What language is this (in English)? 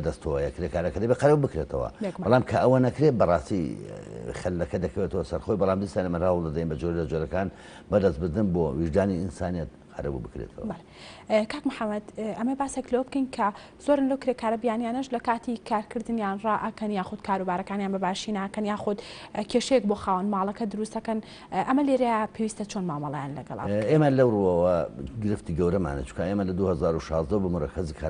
Central Kurdish